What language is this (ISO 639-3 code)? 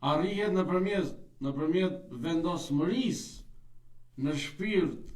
sqi